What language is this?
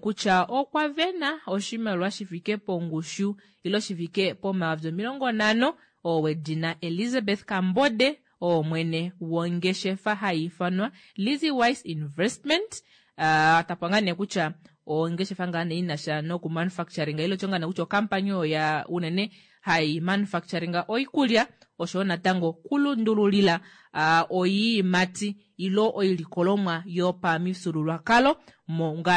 Kuanyama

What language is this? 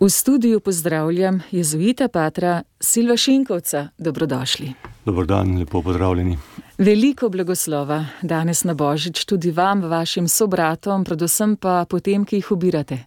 Slovenian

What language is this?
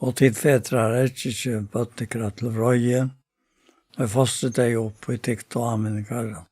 Faroese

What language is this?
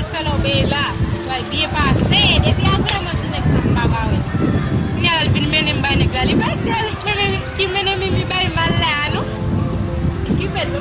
Haitian Creole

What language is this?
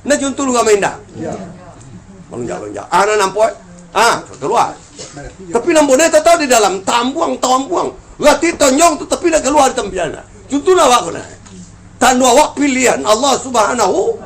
Minangkabau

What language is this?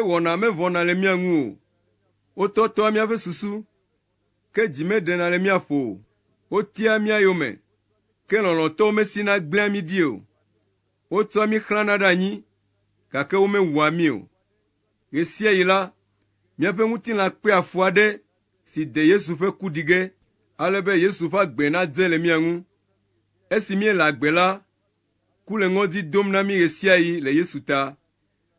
Ewe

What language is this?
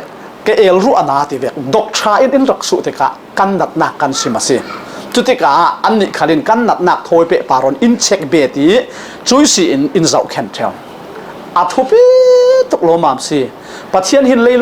Falam Chin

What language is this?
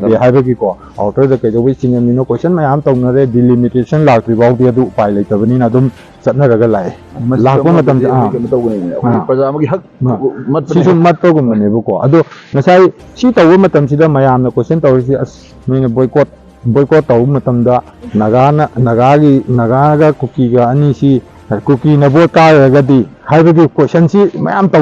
Manipuri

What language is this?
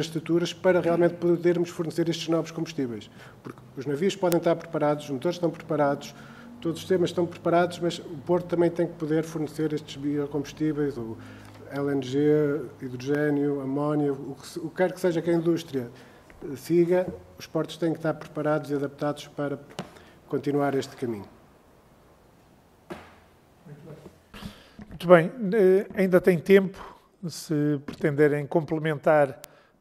Portuguese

